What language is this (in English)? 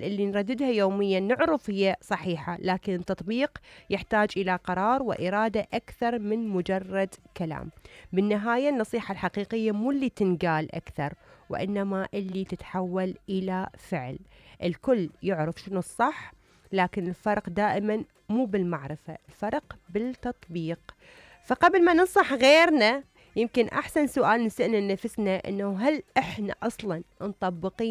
Mesopotamian Arabic